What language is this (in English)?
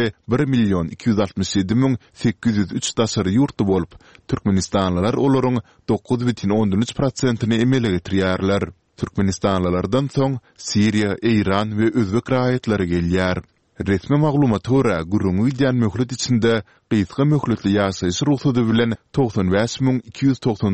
Turkmen